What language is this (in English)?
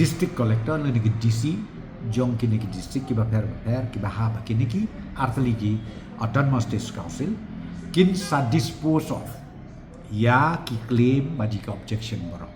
Khasi